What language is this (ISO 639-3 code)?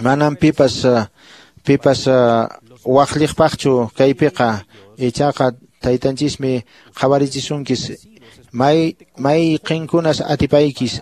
que